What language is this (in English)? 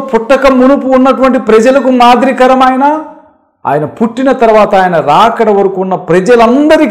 Telugu